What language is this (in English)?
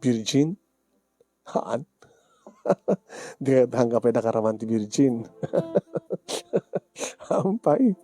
Iloko